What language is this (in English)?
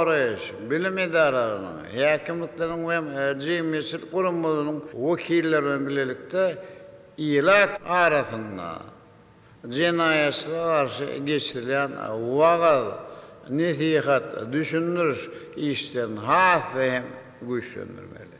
Turkmen